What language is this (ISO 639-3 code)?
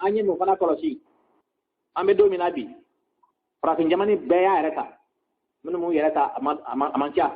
bam